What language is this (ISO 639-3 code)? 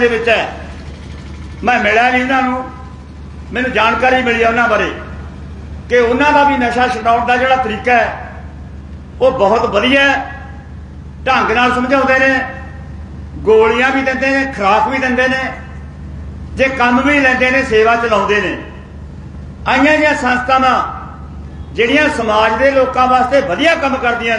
pan